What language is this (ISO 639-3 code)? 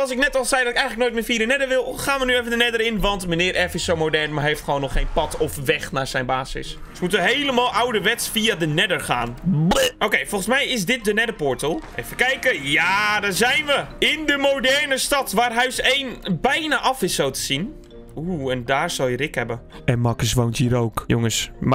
nld